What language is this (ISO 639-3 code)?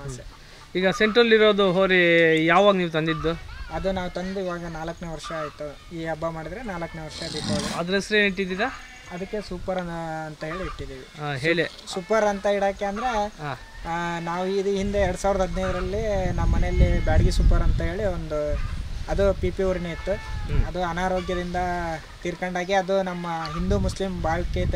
kan